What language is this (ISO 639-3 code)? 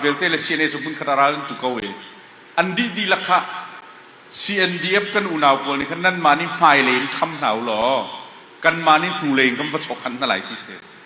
cfm